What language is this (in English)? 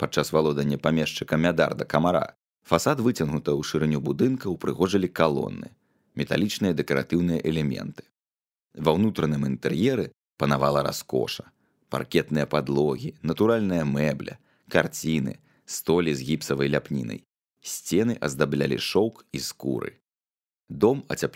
Belarusian